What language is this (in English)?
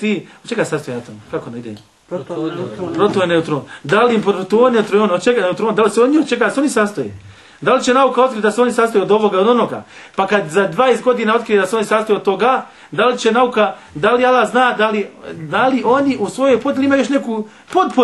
Bosnian